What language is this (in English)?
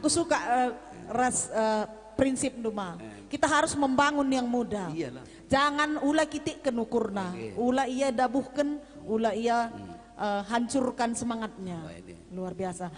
Batak Karo